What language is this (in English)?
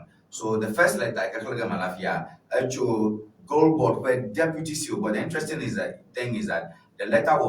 Ewe